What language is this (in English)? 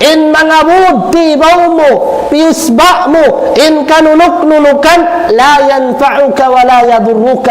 Tausug